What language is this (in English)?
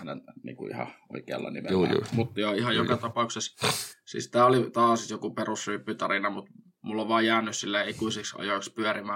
Finnish